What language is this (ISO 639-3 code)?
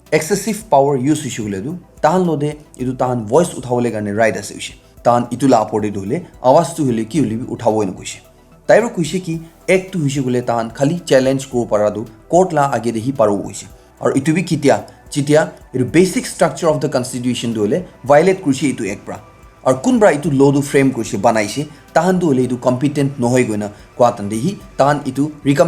nag